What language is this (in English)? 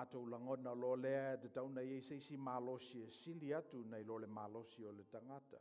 Samoan